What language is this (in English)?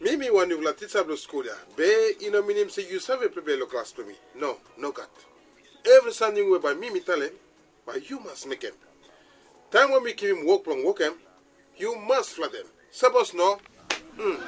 Bislama